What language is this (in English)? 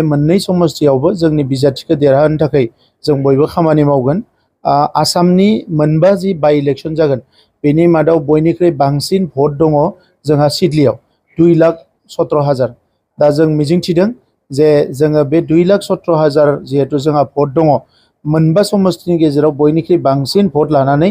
Bodo